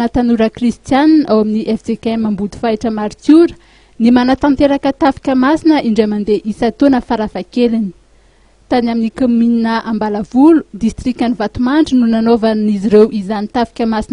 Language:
Malagasy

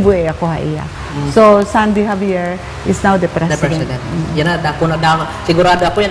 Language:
Waray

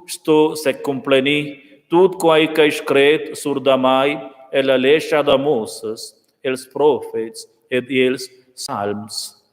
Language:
Romansh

